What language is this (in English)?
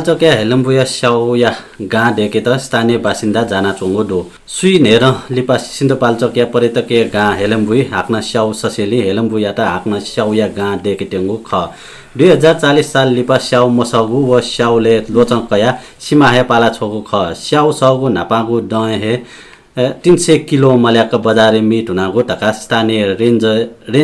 Newari